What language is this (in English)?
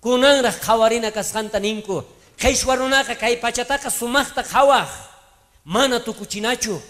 South Bolivian Quechua